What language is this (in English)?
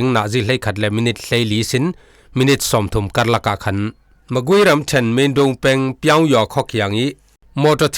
Falam Chin